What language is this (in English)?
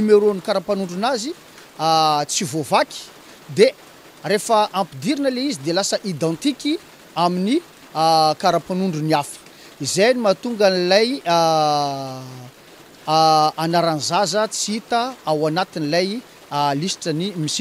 Malagasy